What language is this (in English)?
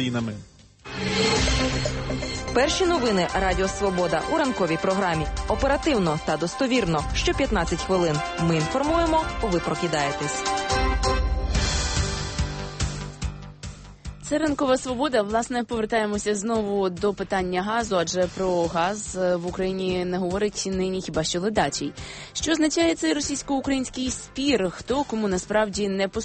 Ukrainian